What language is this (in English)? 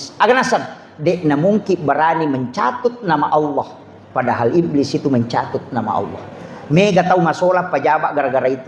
Buginese